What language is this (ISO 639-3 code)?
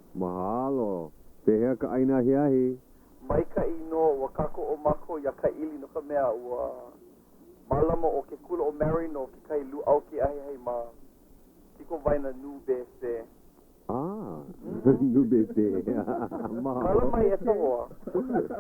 haw